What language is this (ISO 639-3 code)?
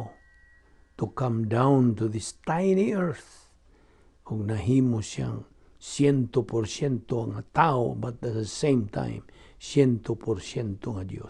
ceb